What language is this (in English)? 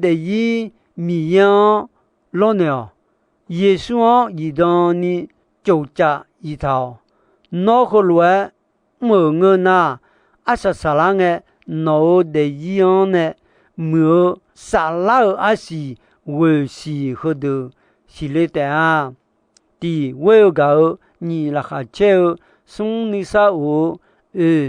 Akha